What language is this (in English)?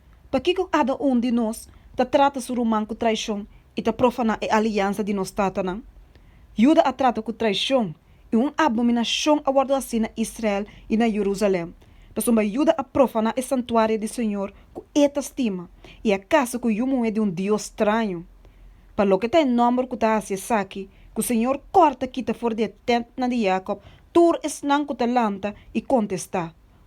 Papiamento